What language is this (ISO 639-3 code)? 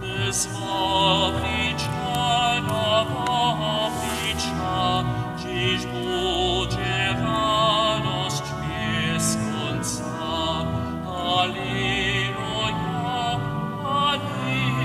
hsb